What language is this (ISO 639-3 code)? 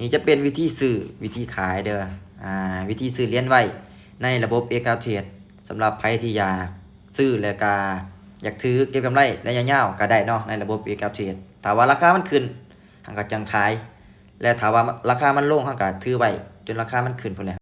lao